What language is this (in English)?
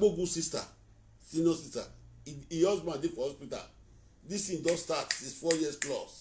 Nigerian Pidgin